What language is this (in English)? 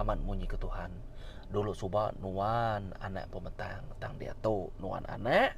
Iban